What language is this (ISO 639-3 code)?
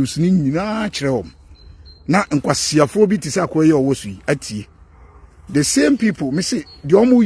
aka